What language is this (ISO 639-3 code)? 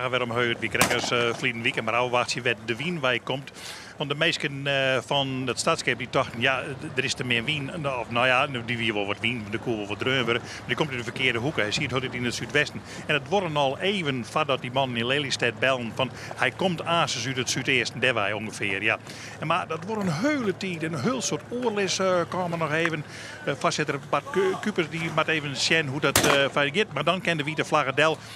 fry